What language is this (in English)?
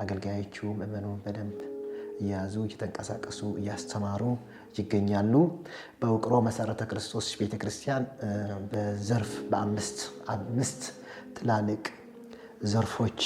Amharic